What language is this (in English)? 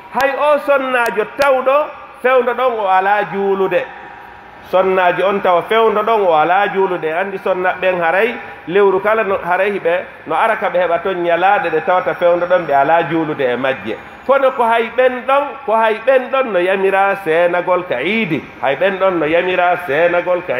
Pular